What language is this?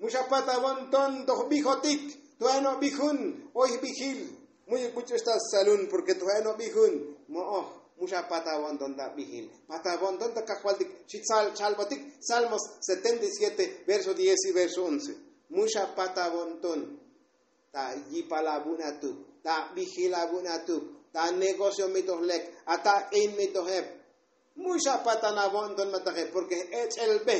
Tzotzil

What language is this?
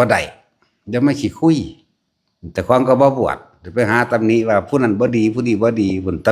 Northeastern Thai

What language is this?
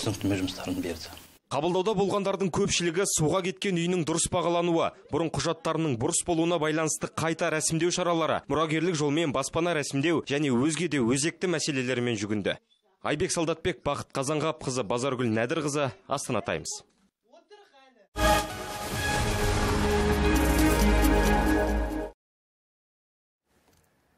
Kazakh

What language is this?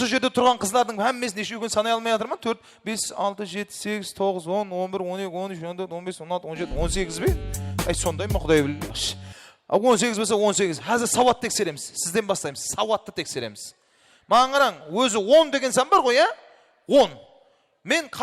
Kara-Kalpak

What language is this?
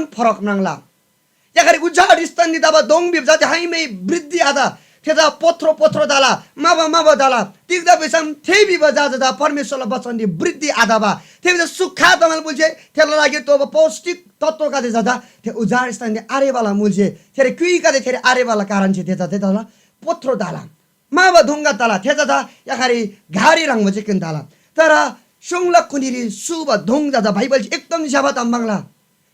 Eastern Tamang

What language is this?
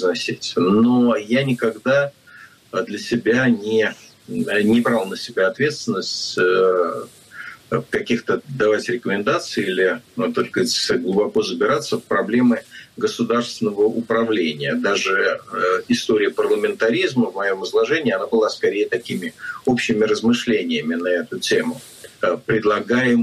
Russian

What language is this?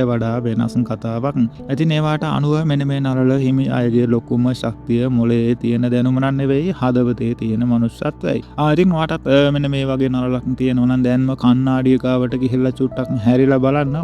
Sinhala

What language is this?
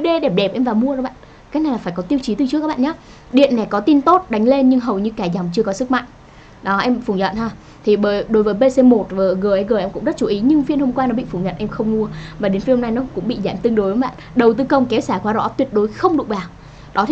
Vietnamese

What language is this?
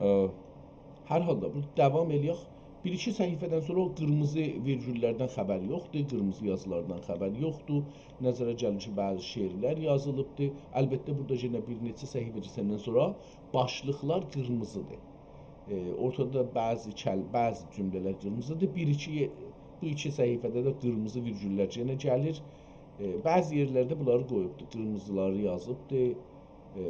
South Azerbaijani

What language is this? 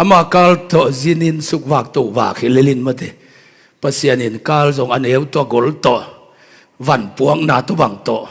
Tedim Chin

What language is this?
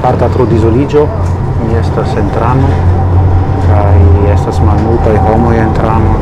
Esperanto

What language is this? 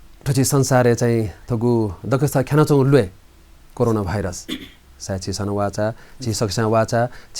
Newari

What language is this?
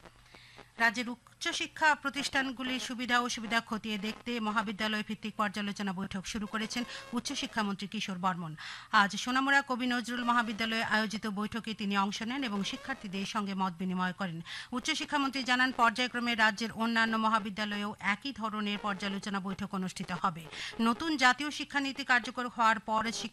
Bangla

